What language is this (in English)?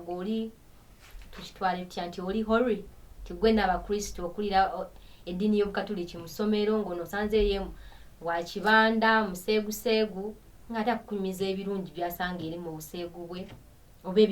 Ganda